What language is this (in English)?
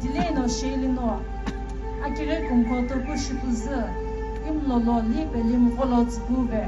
Sumi Naga